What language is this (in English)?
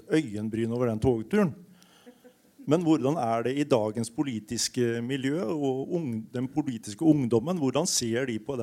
Norwegian